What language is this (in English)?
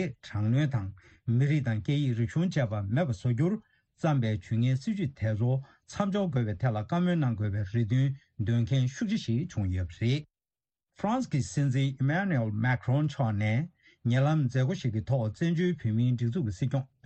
Tibetan